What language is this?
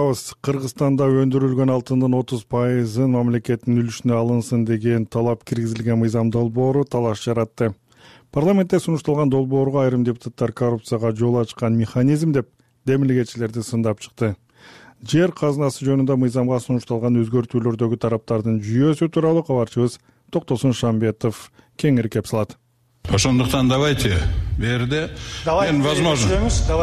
Kyrgyz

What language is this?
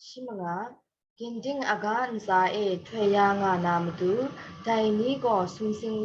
Kachin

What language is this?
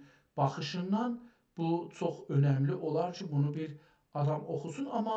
South Azerbaijani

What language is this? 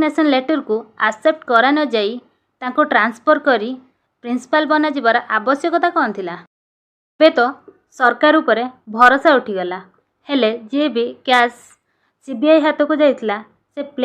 Odia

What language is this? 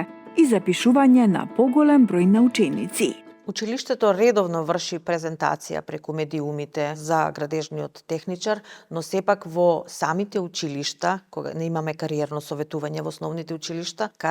Macedonian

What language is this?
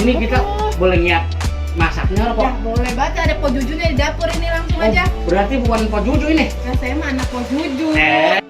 Betawi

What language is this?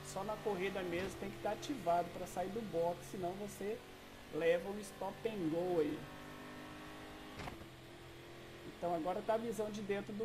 Portuguese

